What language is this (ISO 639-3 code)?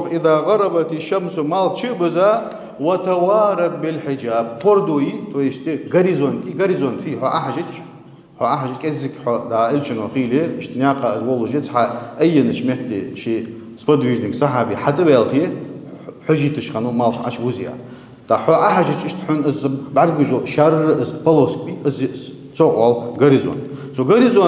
inh